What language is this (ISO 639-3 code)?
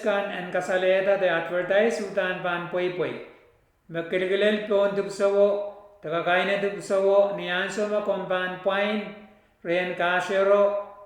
pon